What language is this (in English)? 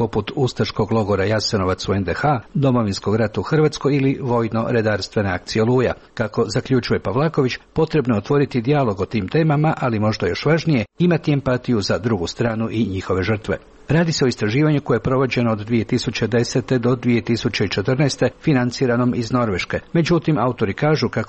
Croatian